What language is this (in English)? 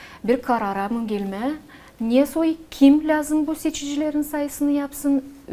Gagauz